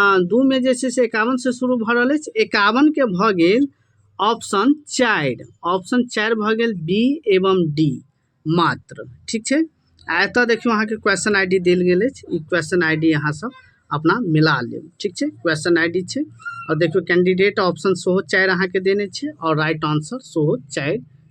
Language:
Maithili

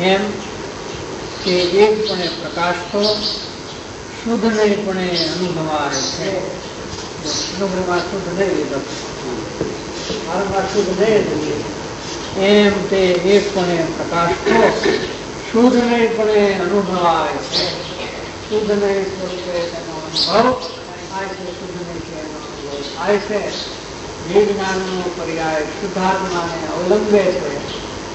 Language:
Gujarati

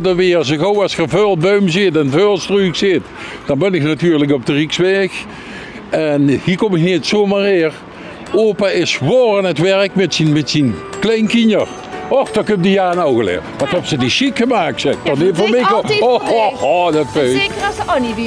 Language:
Limburgish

